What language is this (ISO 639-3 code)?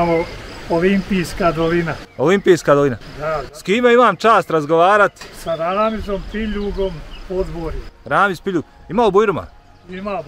bos